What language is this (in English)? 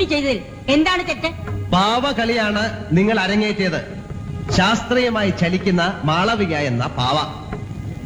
Malayalam